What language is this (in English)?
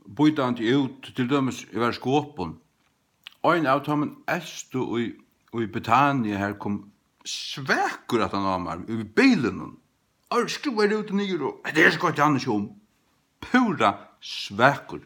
Faroese